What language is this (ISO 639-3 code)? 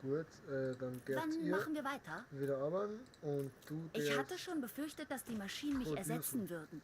bar